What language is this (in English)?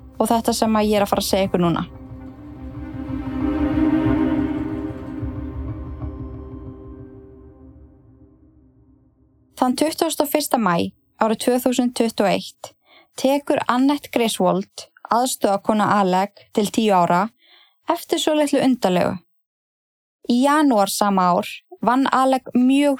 Icelandic